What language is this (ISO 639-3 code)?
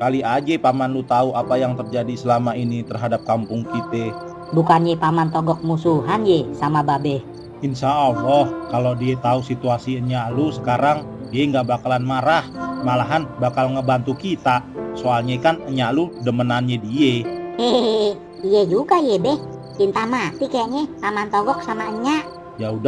bew